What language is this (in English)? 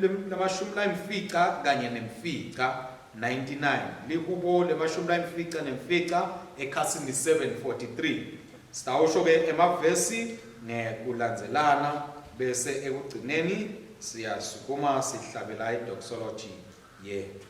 Swati